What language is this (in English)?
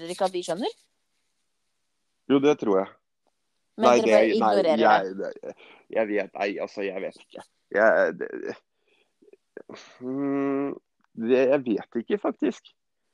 Norwegian